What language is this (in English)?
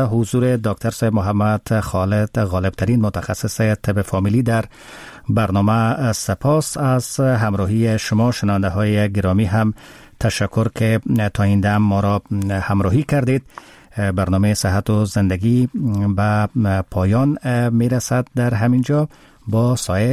Persian